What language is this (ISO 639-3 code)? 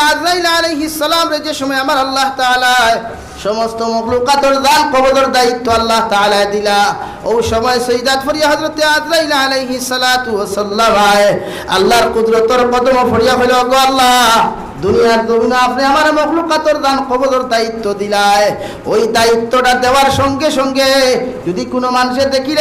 syl